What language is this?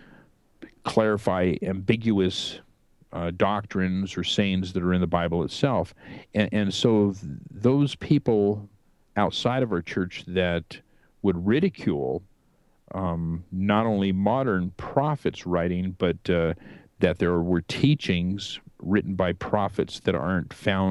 English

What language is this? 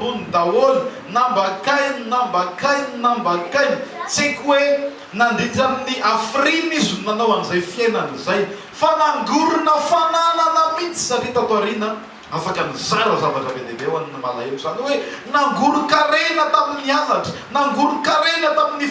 Malagasy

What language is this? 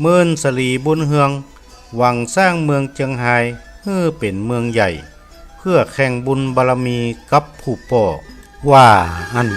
Northern Thai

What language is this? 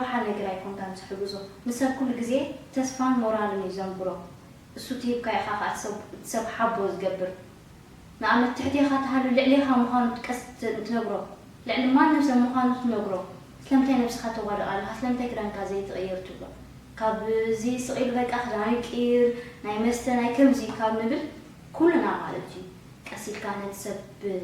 Tigrinya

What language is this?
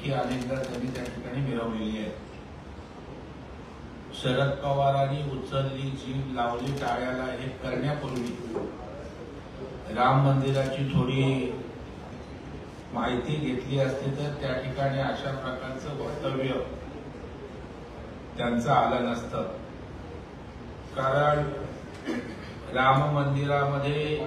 Marathi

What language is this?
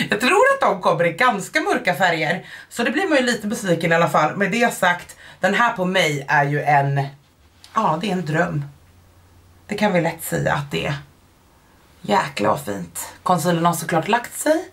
Swedish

